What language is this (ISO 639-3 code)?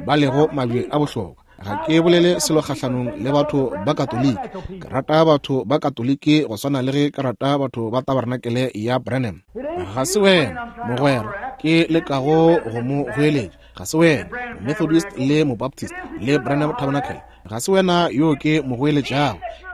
nso